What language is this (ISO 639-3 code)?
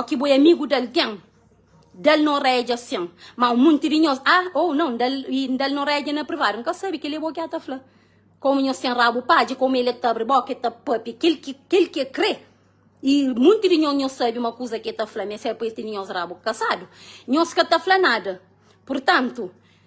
kea